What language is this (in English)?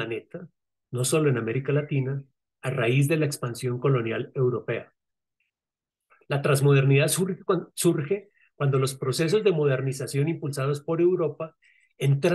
Spanish